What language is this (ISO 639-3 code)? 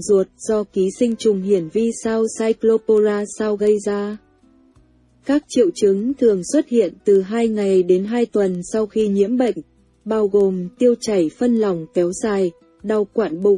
vie